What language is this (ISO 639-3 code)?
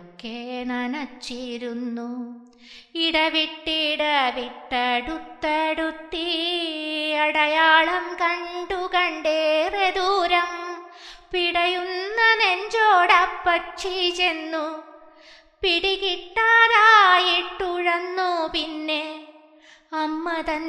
mal